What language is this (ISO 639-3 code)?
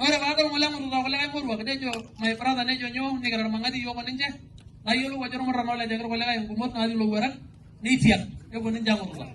mas